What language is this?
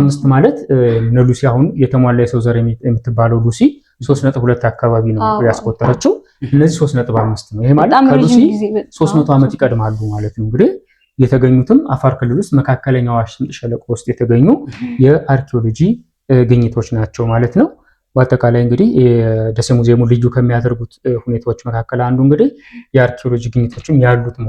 Amharic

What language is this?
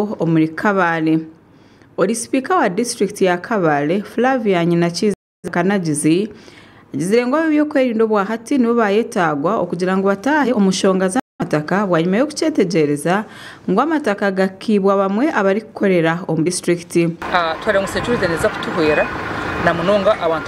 Nyankole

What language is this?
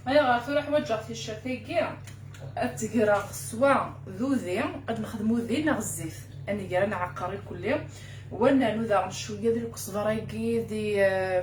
Kabyle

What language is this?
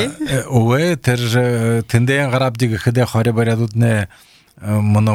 Belarusian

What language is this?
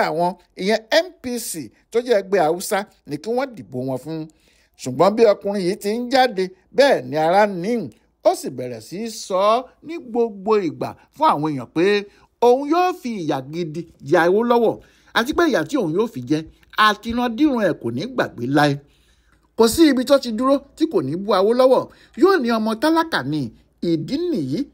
Yoruba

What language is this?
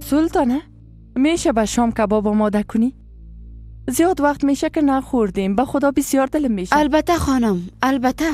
Persian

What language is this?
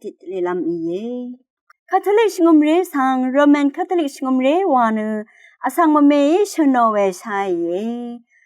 Rawang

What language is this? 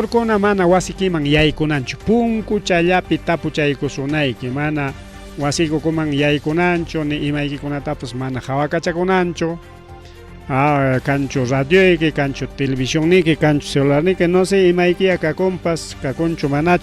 Ayacucho Quechua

